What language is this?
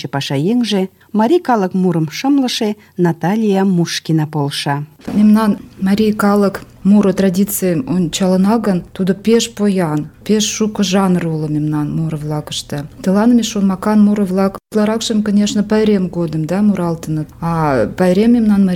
Mari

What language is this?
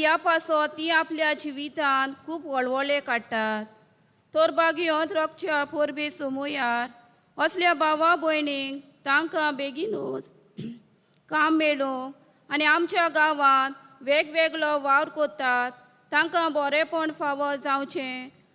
Konkani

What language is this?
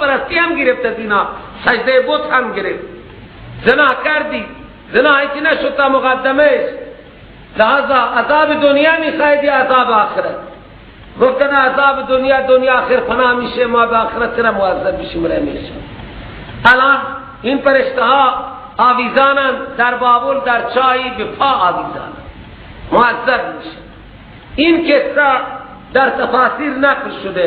Persian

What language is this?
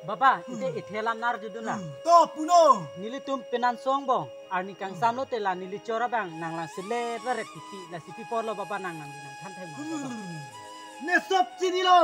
Karbi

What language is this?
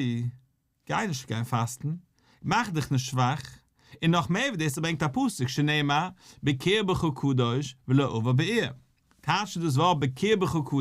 Yiddish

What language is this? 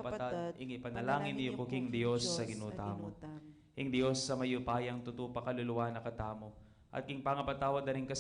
Pampanga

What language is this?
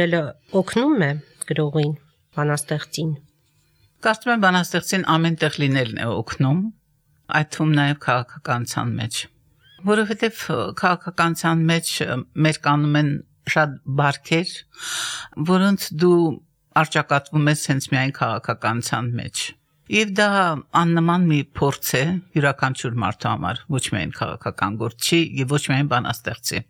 Armenian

